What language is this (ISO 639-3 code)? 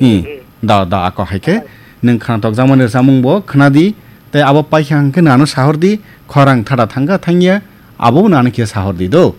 trp